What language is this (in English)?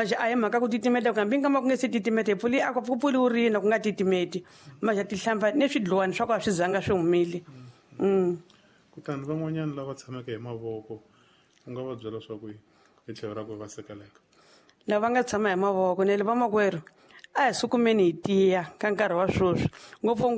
Tsonga